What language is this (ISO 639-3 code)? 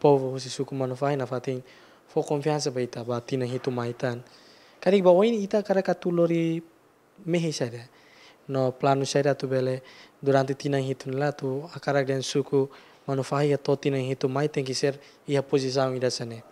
tet